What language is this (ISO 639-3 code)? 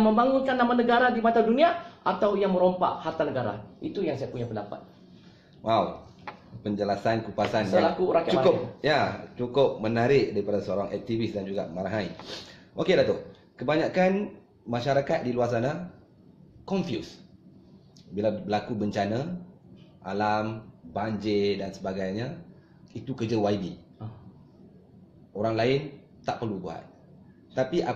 msa